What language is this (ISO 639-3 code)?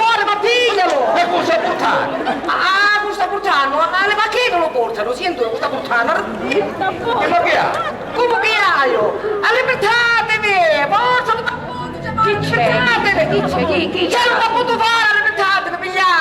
scn